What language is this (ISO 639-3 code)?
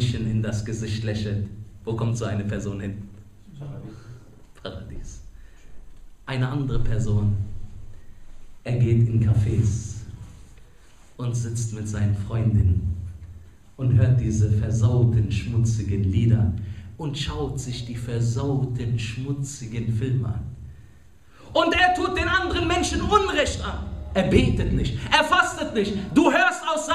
deu